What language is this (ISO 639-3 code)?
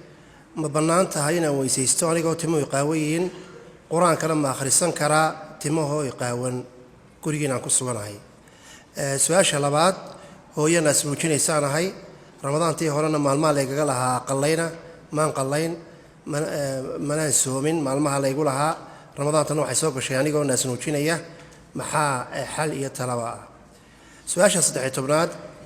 som